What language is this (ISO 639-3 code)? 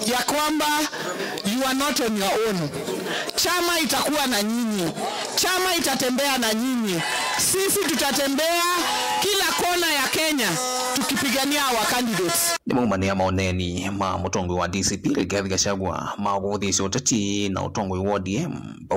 kam